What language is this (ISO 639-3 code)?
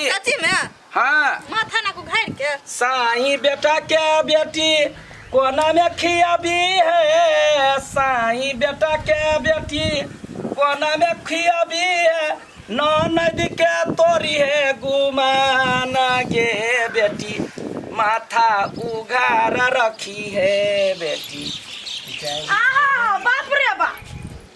mai